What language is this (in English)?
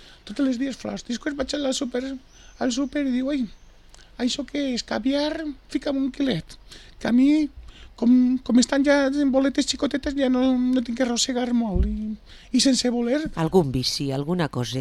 Catalan